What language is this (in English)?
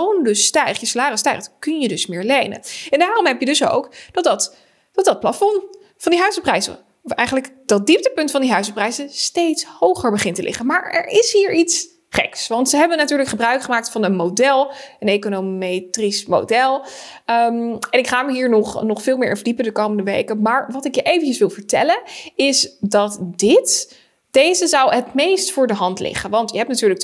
Dutch